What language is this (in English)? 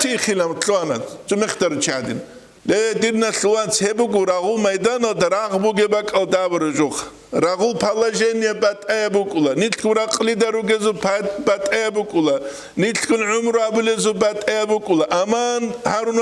Avaric